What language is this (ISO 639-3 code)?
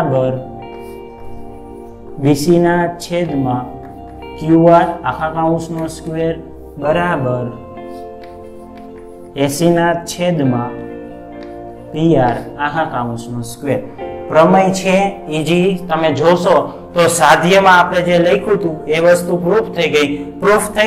guj